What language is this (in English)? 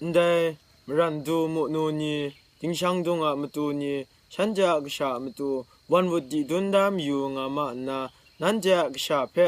Kachin